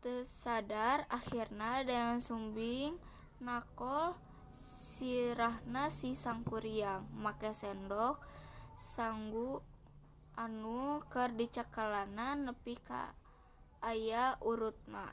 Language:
Sundanese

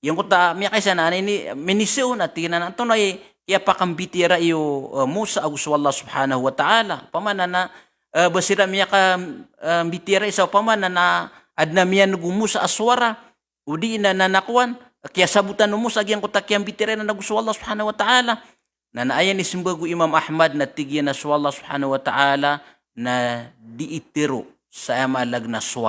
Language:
Maranao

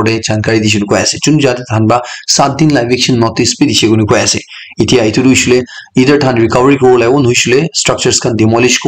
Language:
Naga Pidgin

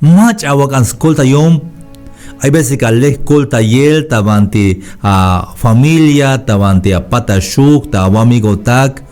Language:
Tzeltal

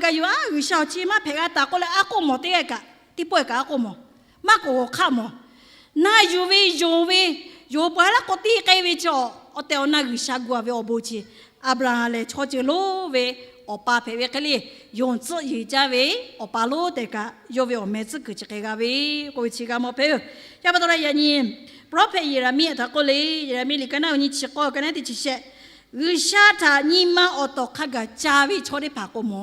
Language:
Lahu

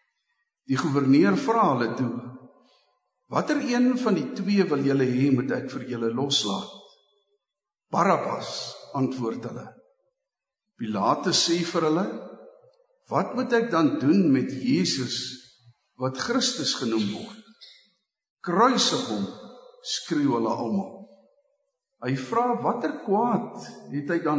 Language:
Afrikaans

